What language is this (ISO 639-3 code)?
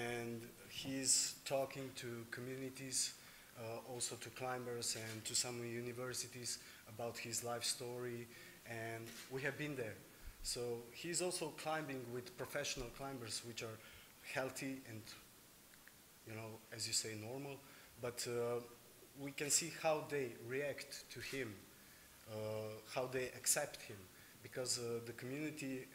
eng